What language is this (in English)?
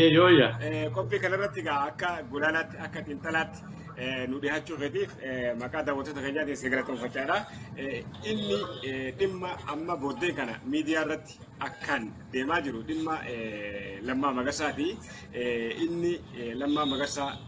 Oromo